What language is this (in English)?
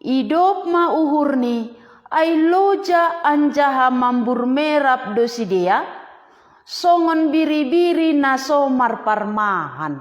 Batak Simalungun